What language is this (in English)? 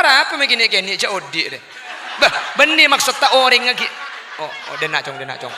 Madurese